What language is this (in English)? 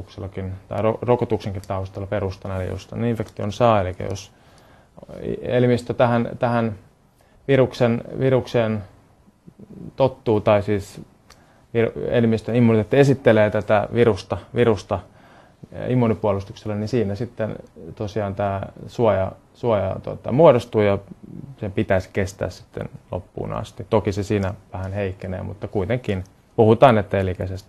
Finnish